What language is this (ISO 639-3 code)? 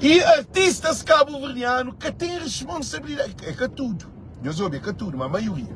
kea